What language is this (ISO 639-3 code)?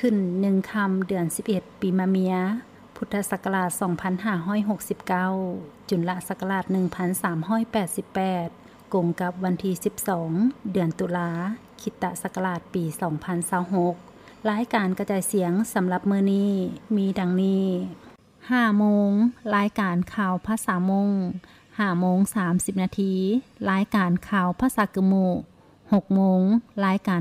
lao